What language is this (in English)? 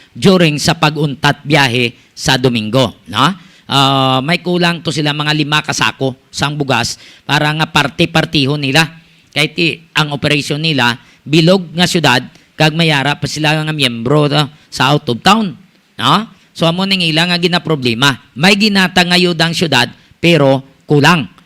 Hiligaynon